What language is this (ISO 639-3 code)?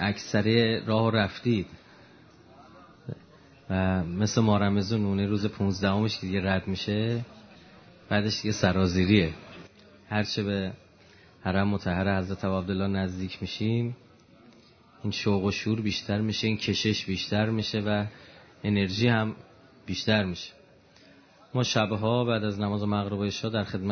fas